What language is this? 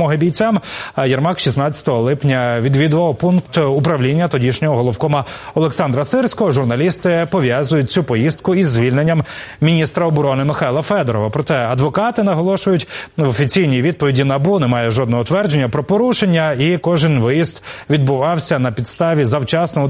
Ukrainian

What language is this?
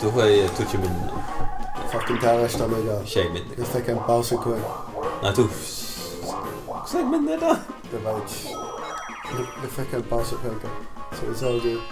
Faroese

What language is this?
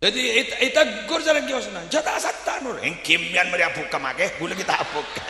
Madurese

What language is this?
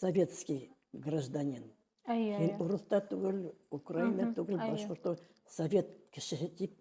Bashkir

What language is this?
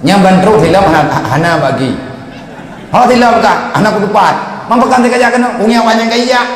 Achinese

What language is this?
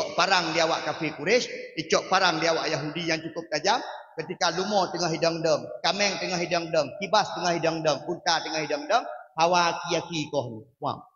Achinese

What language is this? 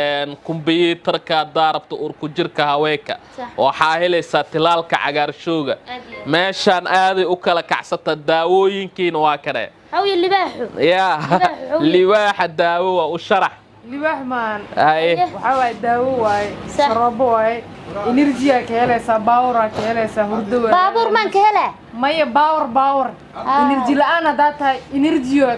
Somali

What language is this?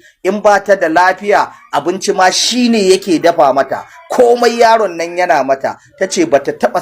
Hausa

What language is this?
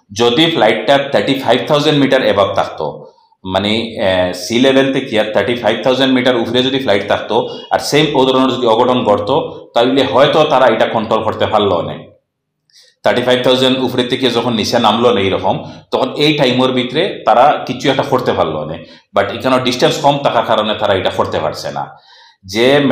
Sylheti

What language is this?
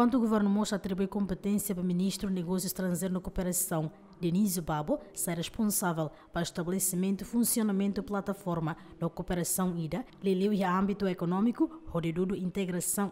Tetum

